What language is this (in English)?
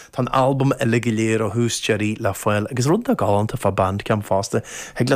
Irish